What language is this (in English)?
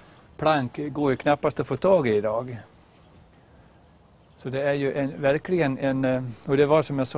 Swedish